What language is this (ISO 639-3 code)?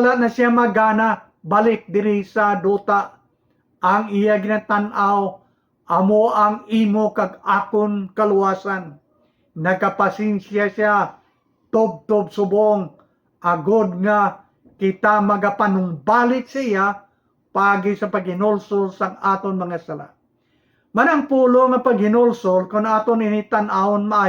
hil